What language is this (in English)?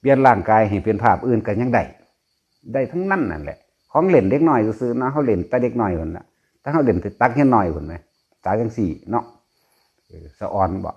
Northeastern Thai